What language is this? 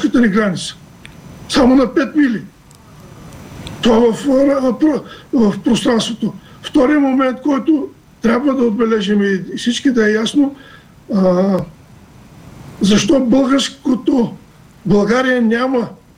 Bulgarian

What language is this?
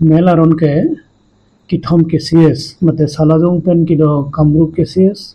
Karbi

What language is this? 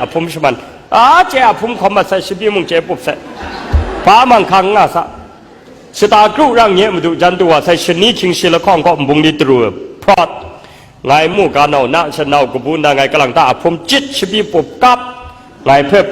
Kachin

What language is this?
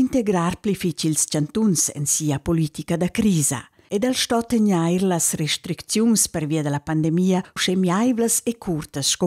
Romansh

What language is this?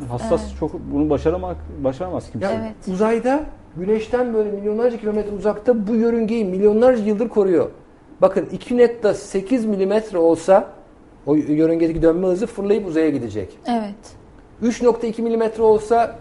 Turkish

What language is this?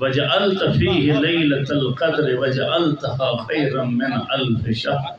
Saraiki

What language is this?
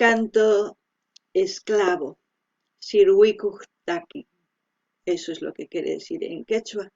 South Bolivian Quechua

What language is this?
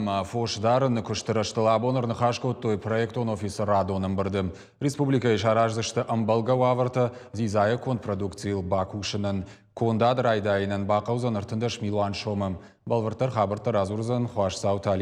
Ossetic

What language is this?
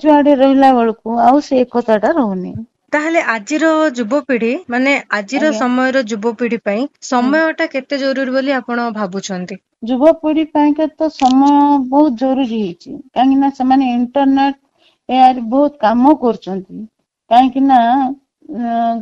Odia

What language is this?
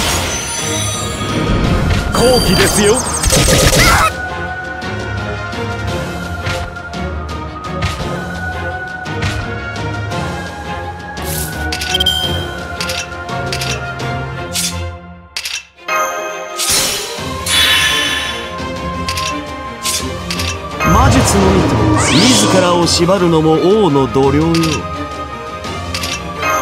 Japanese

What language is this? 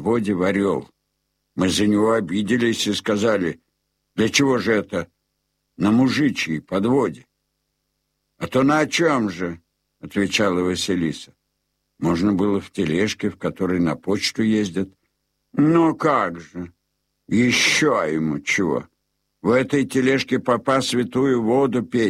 Russian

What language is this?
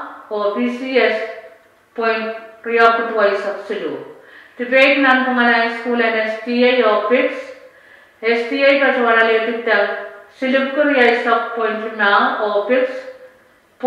Pohnpeian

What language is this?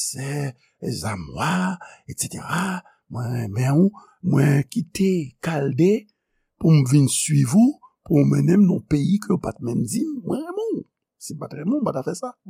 Haitian Creole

